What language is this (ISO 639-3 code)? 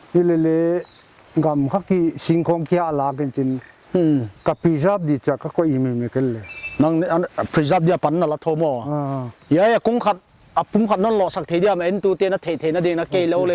pck